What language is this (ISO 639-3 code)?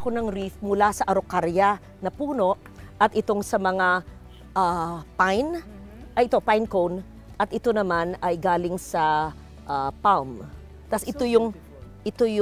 fil